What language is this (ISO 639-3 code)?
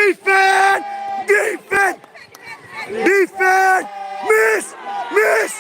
kha